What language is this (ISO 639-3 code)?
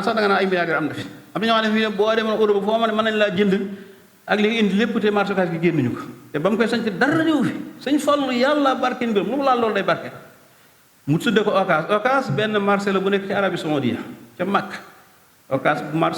wol